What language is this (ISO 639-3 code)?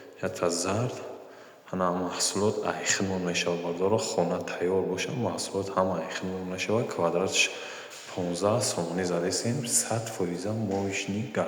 tgk